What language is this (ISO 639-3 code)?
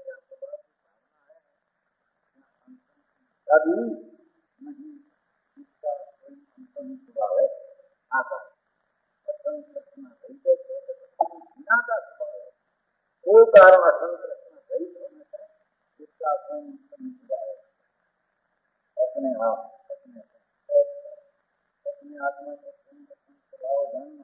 hin